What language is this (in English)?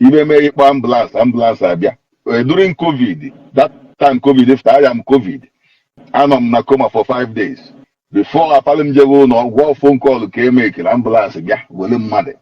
Igbo